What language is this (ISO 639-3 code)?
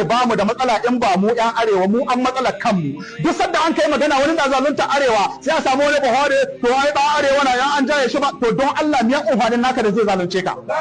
hau